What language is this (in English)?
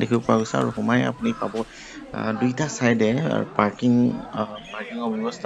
Assamese